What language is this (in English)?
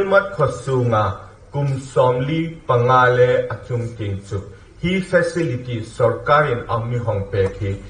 Hmar